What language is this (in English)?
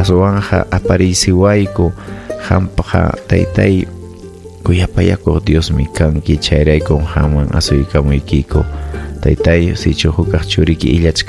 Ayacucho Quechua